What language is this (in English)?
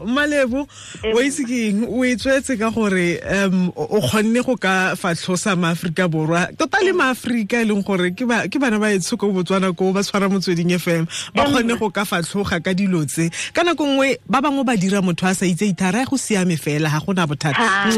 Tswana